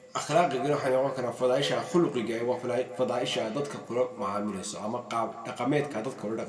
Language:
Somali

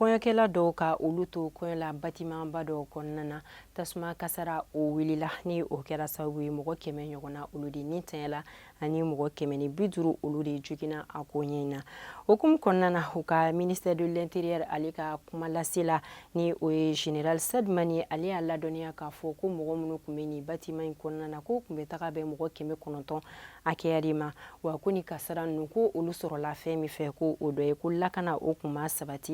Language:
Bambara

